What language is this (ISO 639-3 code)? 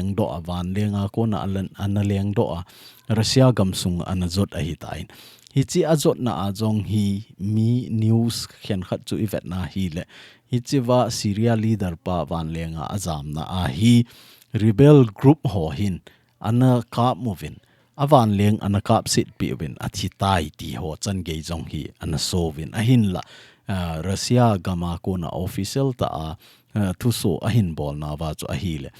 tcz